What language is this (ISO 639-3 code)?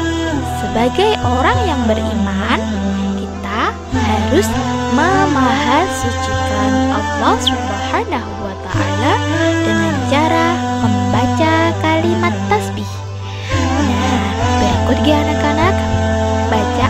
ind